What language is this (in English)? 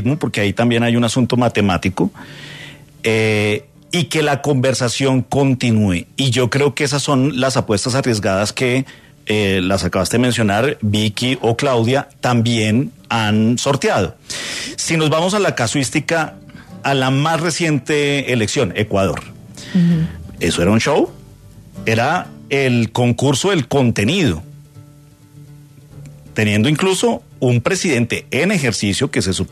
Spanish